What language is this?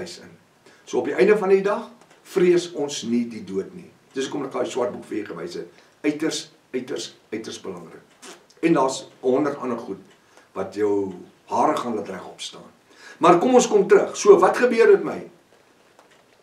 Afrikaans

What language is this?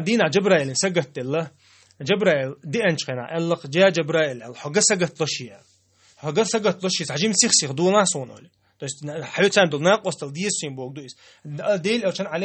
Chechen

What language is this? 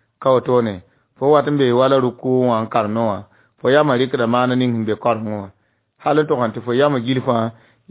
Mossi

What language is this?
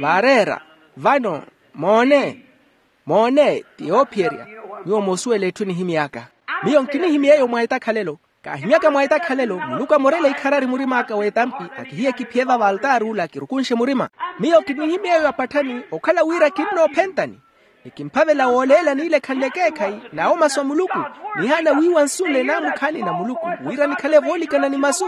Makhuwa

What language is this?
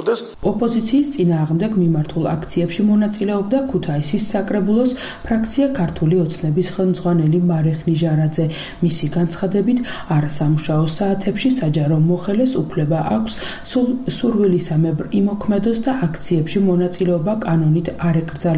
Georgian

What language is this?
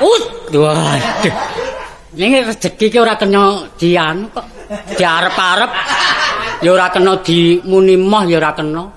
Javanese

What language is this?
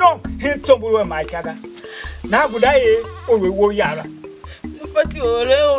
Tiv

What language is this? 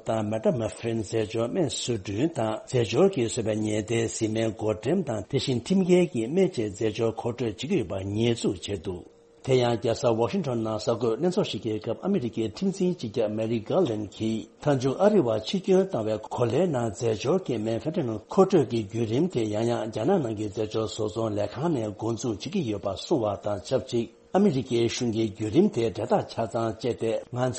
Tibetan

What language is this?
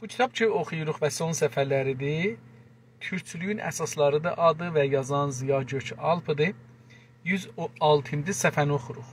South Azerbaijani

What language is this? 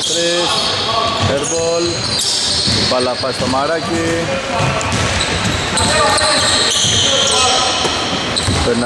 Greek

